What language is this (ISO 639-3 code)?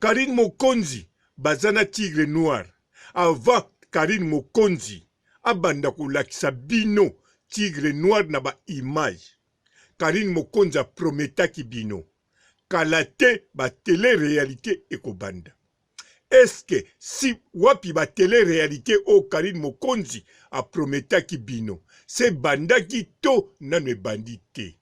lin